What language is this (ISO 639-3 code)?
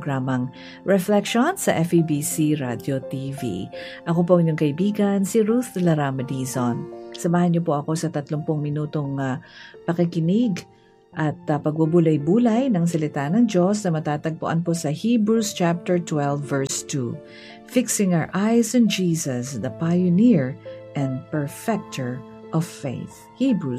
fil